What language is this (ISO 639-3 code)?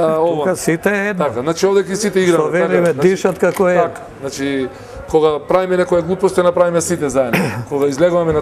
mkd